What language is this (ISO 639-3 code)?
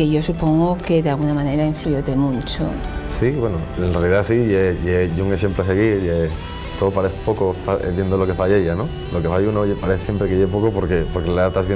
ast